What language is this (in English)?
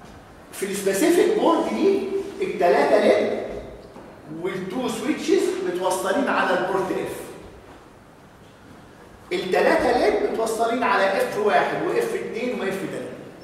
Egyptian Arabic